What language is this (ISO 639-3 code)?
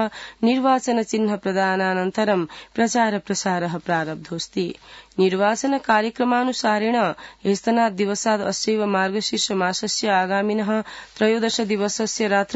san